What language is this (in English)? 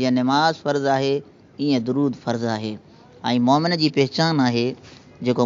Sindhi